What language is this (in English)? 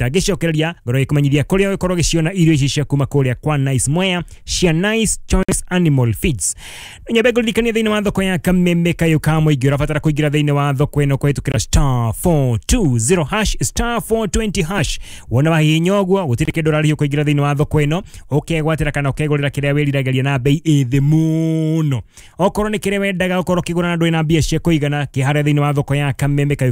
Kikuyu